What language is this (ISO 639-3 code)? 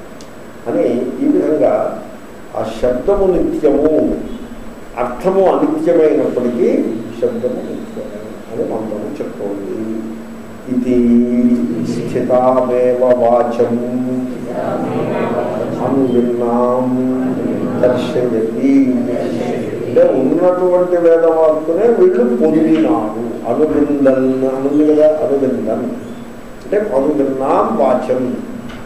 tel